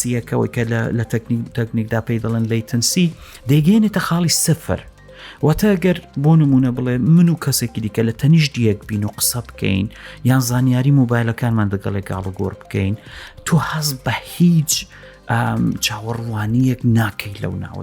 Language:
Central Kurdish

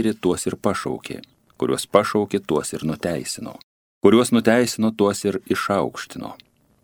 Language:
Lithuanian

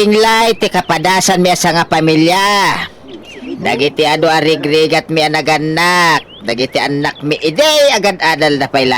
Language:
Iloko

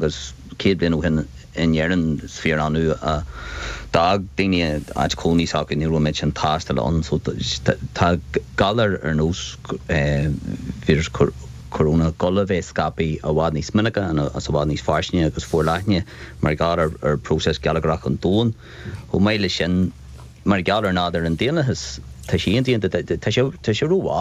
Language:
Irish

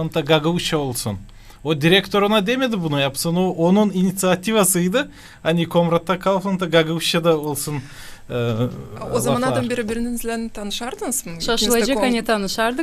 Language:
Gagauz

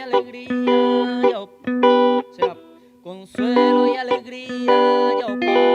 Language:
Guarani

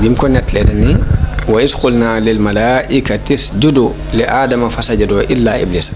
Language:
Wolof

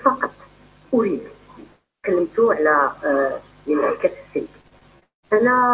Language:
Algerian Arabic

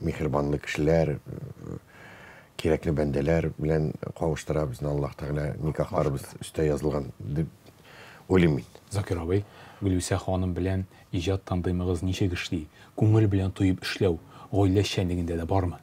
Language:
Tatar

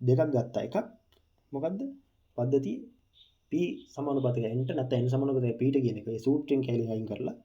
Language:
Sinhala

